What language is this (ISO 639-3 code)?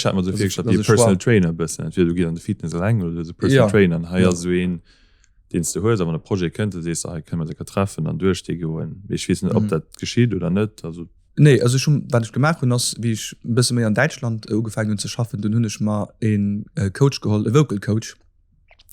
ltz